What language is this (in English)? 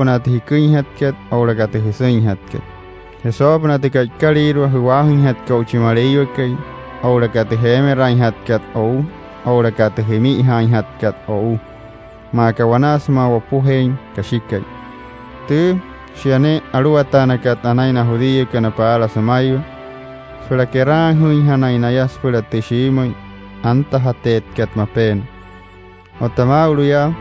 Wayuu